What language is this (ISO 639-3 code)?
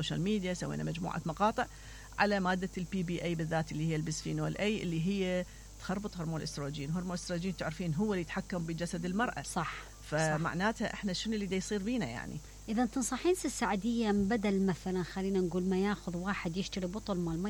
acm